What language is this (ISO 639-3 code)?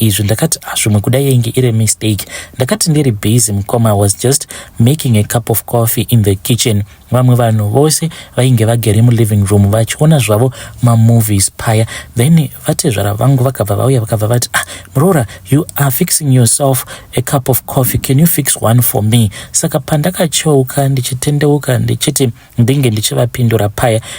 sna